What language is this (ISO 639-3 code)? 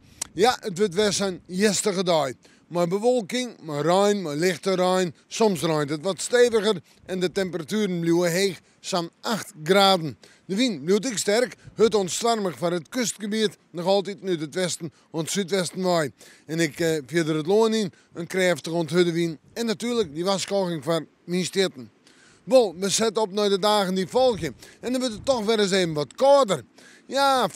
fry